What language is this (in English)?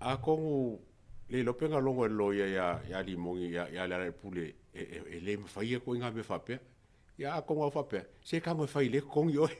Samoan